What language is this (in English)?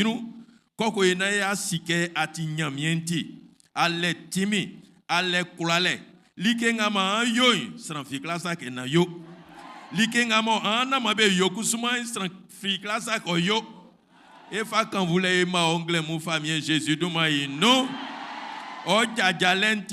Baoulé